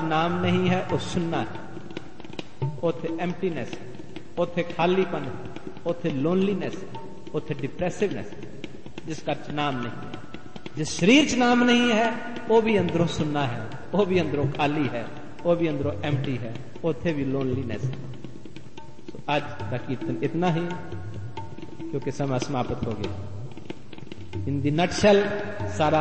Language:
Punjabi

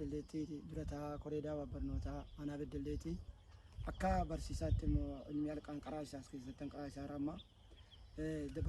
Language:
Oromo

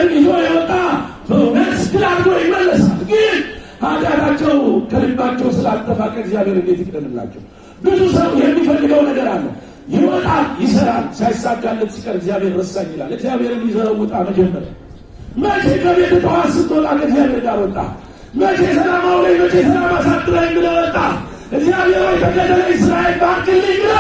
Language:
Amharic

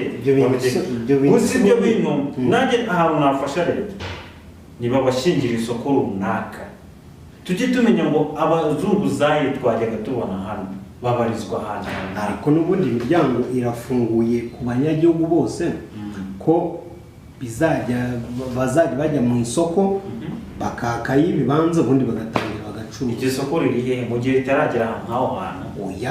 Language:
Kinyarwanda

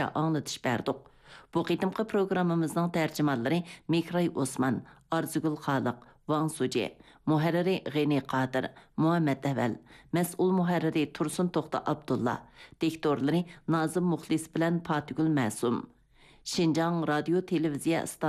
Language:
Uyghur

